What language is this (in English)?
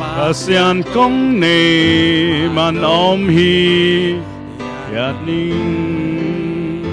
Tedim Chin